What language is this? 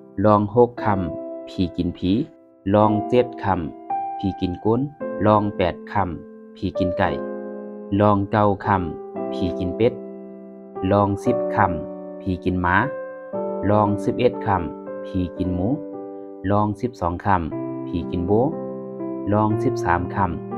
Shan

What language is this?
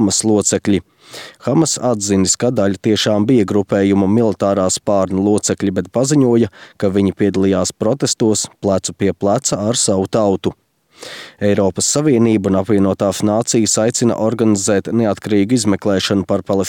Latvian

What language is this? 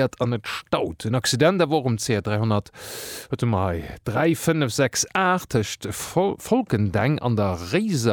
Luxembourgish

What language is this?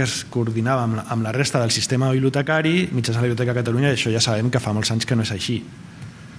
Catalan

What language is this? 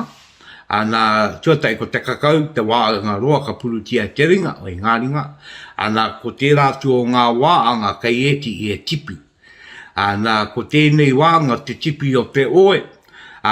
Māori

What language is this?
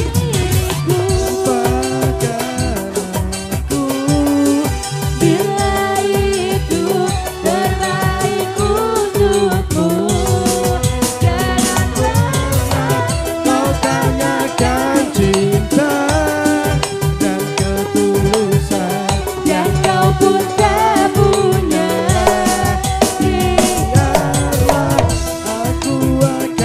Indonesian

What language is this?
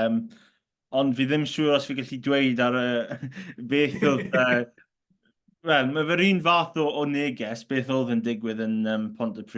Welsh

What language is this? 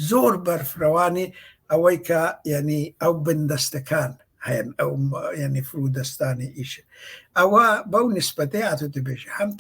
Central Kurdish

